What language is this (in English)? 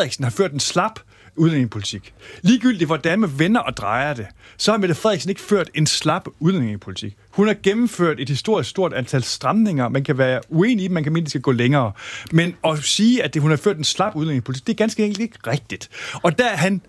Danish